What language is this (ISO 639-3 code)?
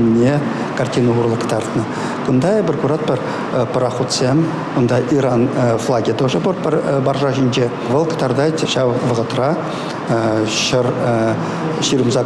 chv